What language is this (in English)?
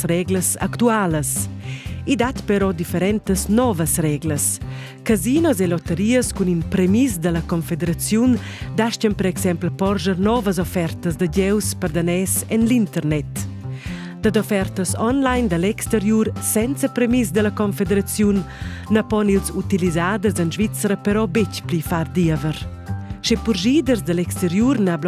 Romansh